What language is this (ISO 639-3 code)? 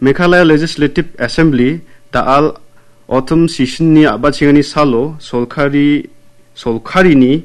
grt